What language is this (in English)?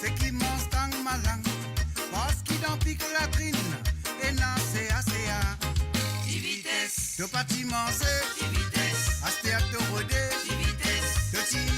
Morisyen